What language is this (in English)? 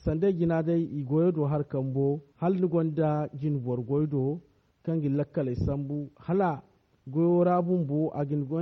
Zarma